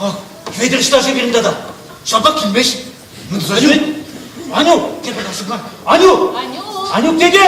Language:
Chuvash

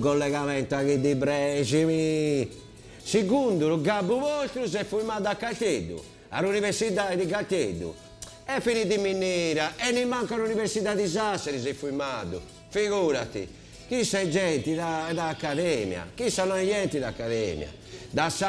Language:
Sardinian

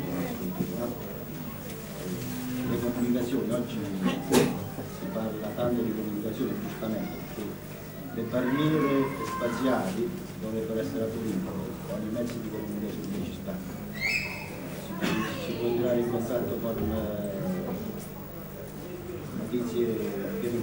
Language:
Italian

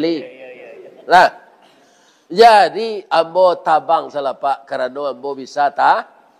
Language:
Minangkabau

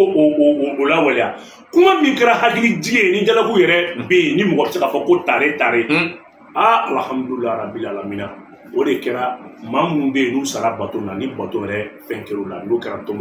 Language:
Bambara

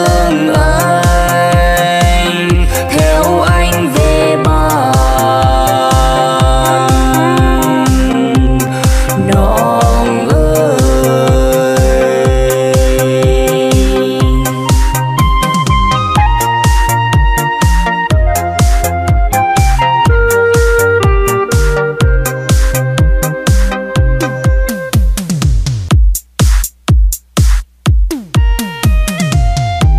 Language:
Vietnamese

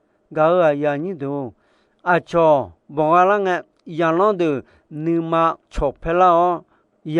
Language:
Akha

